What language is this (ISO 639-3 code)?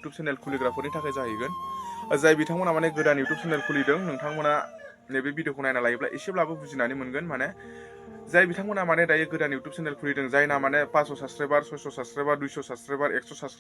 brx